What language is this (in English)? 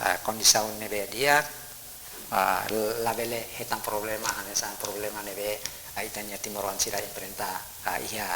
Tetum